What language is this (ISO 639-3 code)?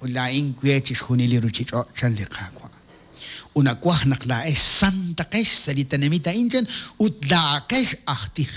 kek